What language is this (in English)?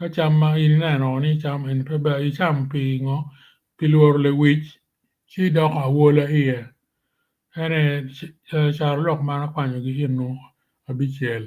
Acoli